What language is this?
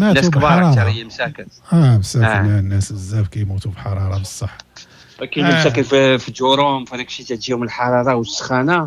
Moroccan Arabic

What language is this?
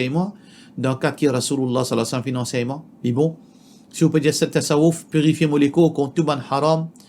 Morisyen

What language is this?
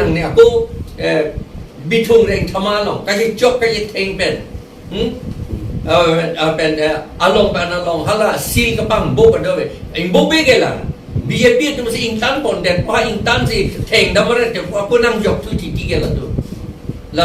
Karbi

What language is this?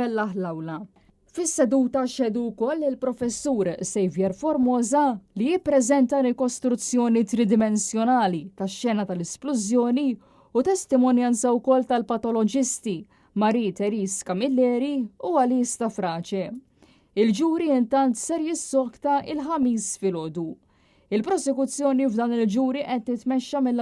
Maltese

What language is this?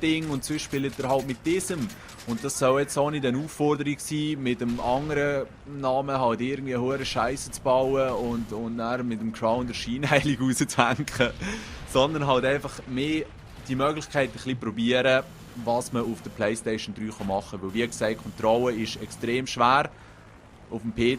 Swiss German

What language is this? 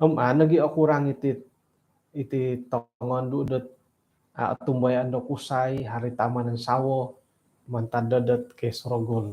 Central Dusun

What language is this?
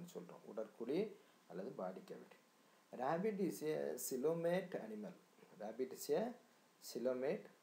Tamil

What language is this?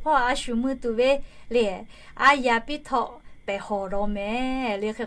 Lahu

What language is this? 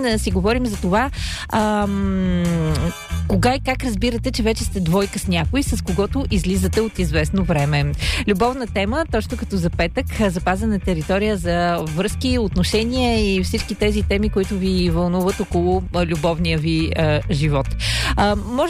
Bulgarian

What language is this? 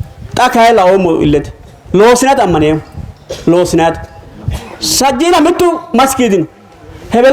Sidamo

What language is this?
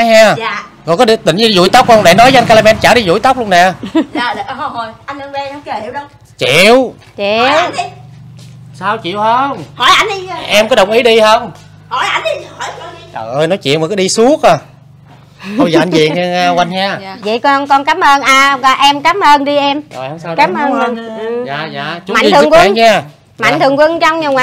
Vietnamese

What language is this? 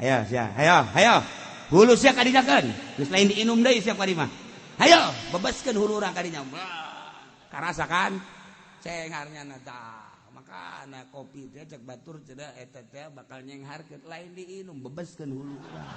Sundanese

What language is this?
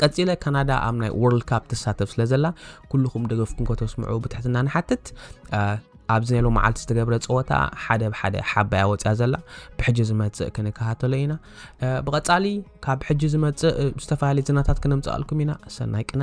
Tigrinya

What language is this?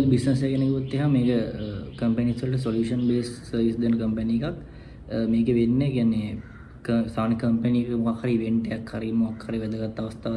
Sinhala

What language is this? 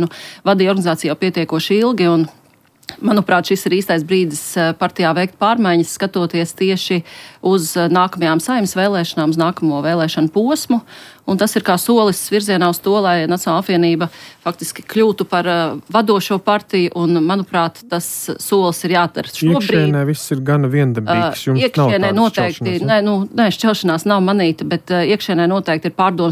Latvian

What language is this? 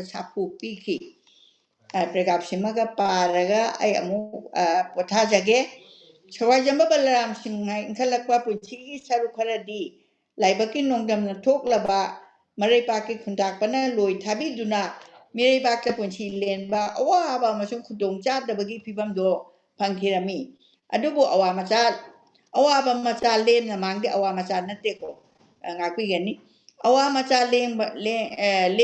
Manipuri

